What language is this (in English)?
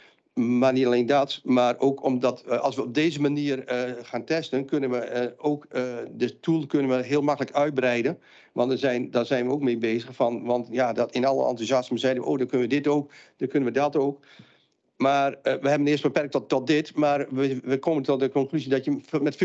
Dutch